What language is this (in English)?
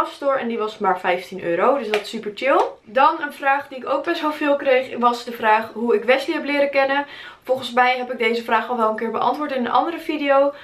Dutch